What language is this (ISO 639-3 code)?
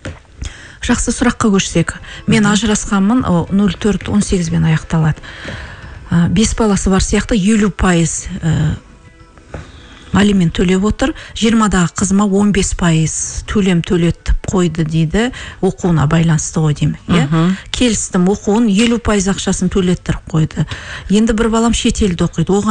kaz